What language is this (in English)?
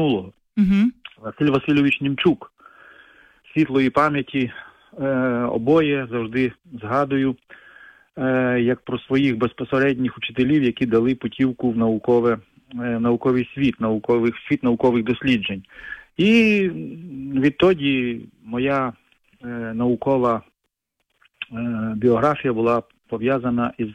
Ukrainian